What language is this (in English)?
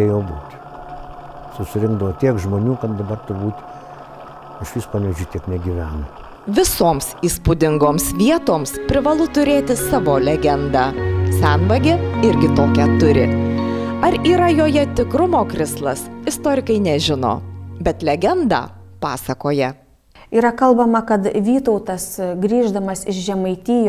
Lithuanian